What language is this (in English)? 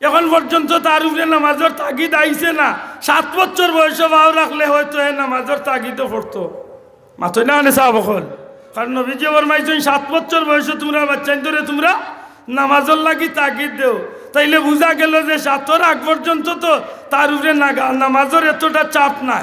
Sylheti